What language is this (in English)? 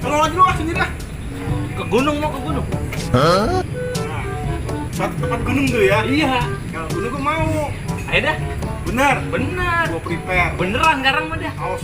Betawi